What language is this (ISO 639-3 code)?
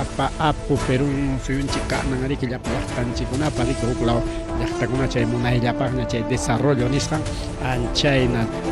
quy